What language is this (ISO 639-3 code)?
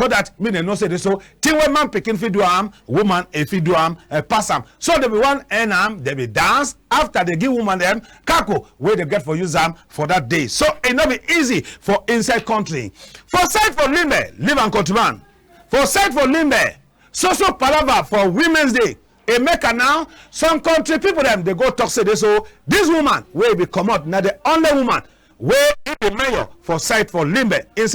wes